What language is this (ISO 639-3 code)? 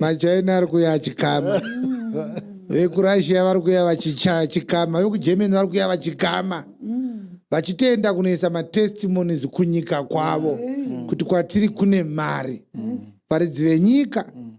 sna